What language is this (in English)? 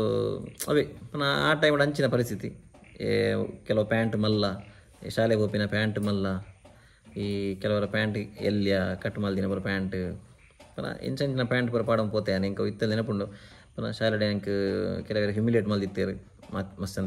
Tulu